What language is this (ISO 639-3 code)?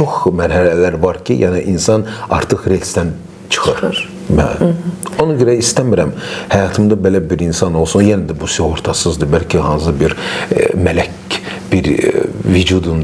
aze